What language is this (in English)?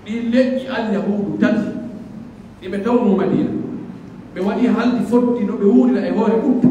Pular